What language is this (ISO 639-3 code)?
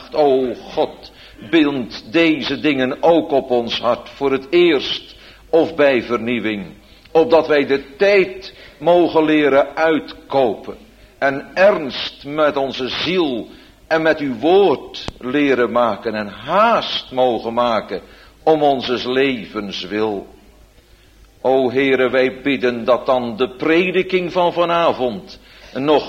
nld